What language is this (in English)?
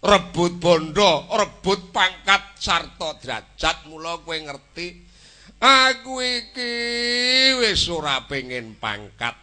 Javanese